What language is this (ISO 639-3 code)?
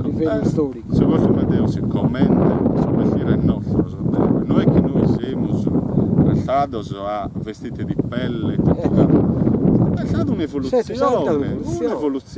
srd